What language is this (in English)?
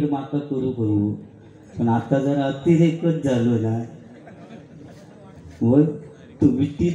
Marathi